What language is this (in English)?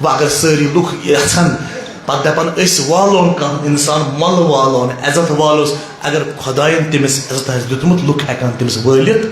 Kashmiri